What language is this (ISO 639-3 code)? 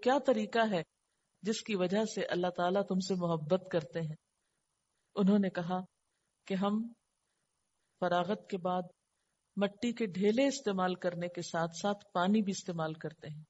urd